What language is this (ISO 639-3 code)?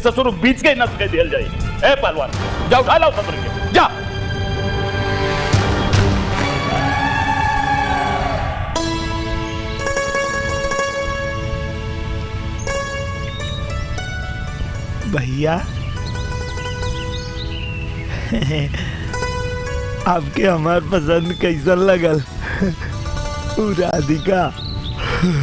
bho